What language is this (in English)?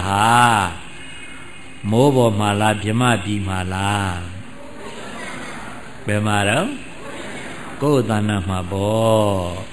Burmese